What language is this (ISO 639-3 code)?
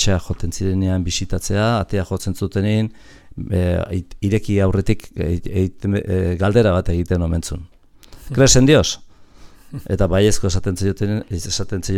eus